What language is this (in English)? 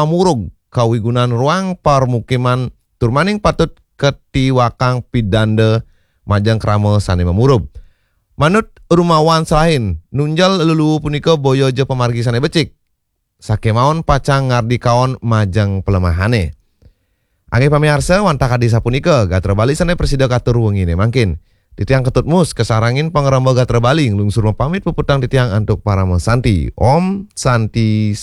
Balinese